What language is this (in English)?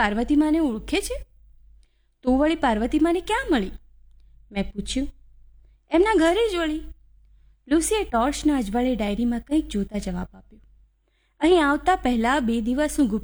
Gujarati